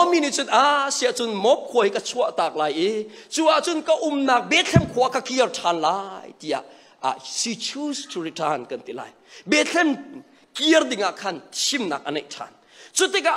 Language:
Hakha Chin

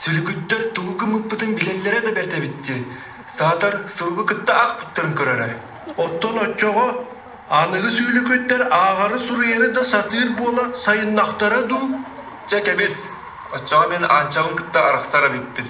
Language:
Yakut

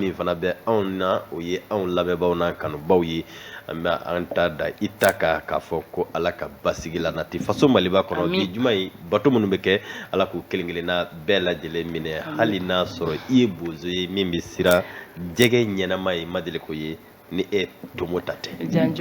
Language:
Bambara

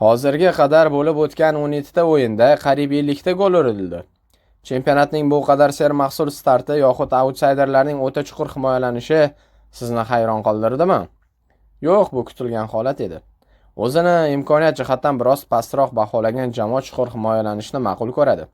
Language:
Uzbek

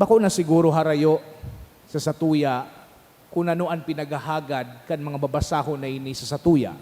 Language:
Bikol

